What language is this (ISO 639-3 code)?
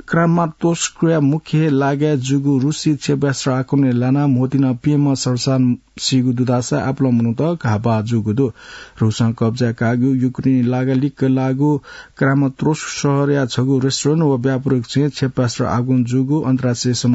new